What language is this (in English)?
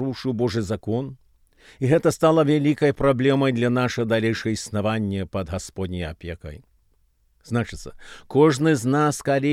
Belarusian